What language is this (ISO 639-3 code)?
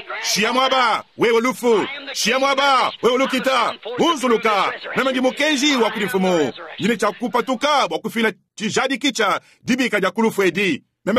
lua